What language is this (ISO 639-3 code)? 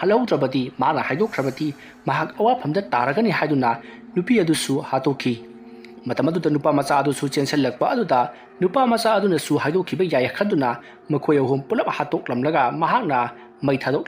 mni